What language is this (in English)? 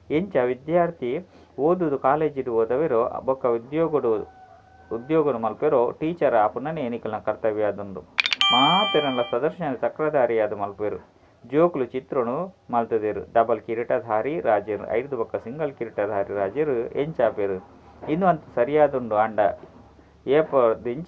Tulu